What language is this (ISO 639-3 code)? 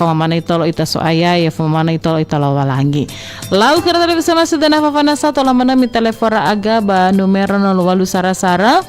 nia